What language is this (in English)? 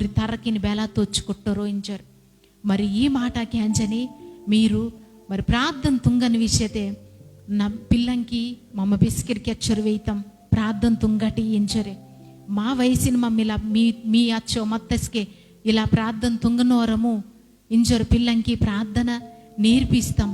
Koya